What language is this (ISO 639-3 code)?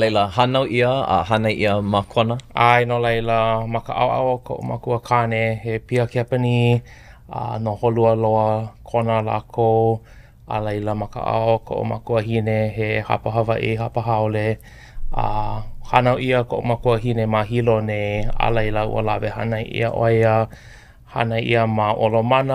haw